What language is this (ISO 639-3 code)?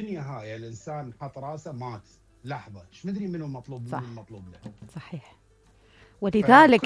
acm